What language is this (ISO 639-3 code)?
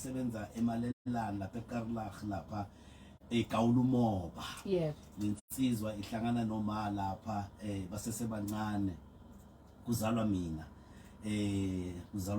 zul